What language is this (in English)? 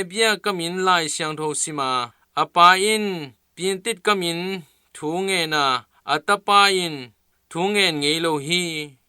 Tedim Chin